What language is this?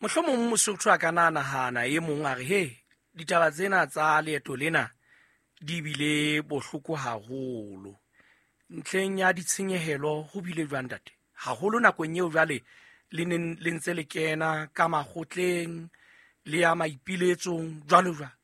Southern Sotho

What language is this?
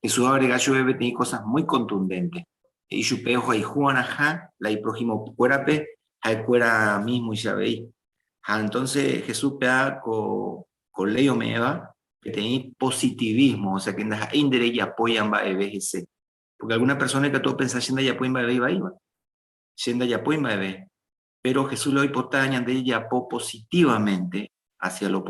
Guarani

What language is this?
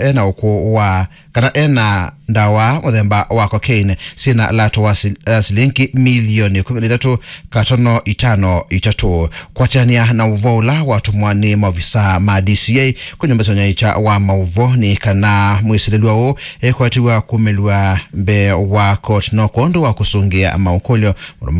Kamba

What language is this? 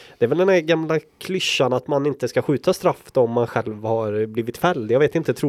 Swedish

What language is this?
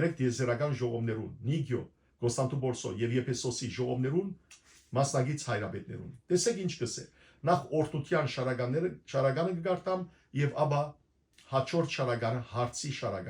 Western Armenian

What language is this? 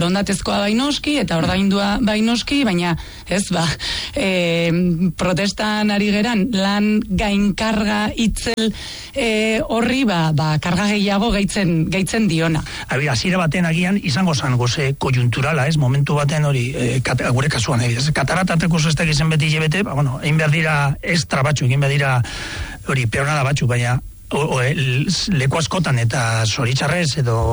Basque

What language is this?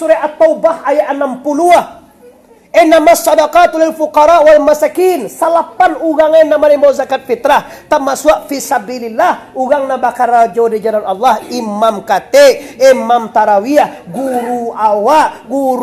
Minangkabau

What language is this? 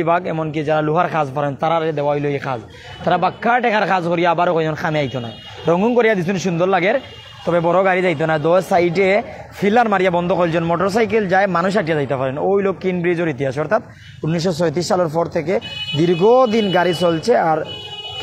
Sylheti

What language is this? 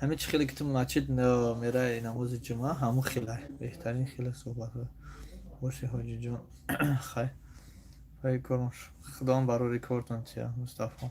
Tajik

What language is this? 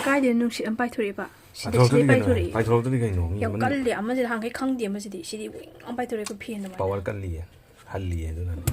Manipuri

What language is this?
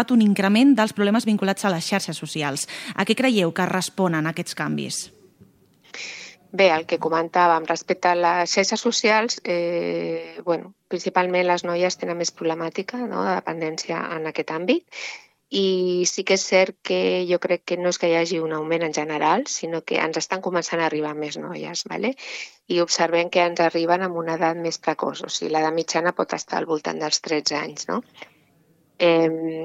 Catalan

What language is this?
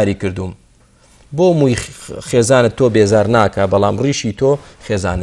Central Kurdish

